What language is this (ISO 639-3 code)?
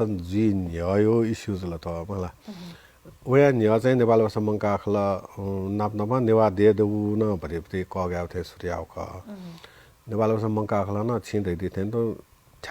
new